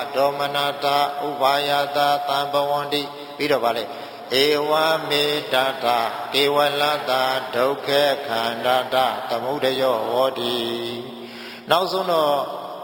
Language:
Burmese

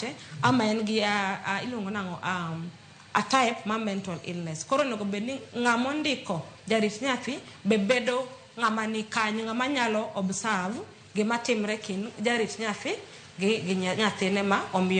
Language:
Luo (Kenya and Tanzania)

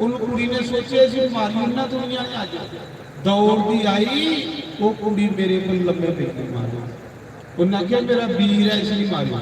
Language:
Dogri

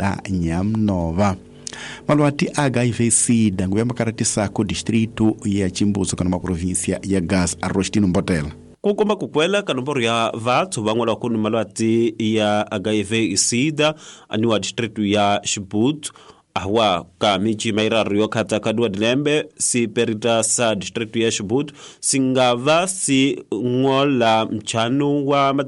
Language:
Tsonga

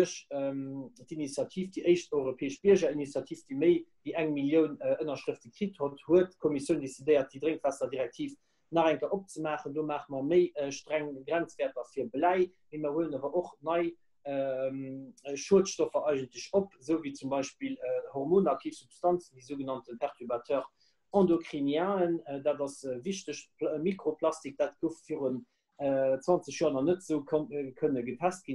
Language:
Luxembourgish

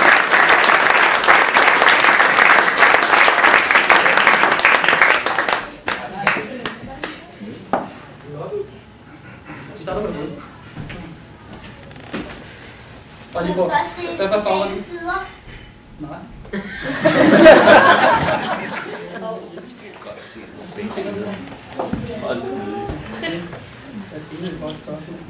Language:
Danish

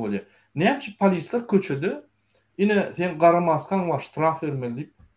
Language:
Turkmen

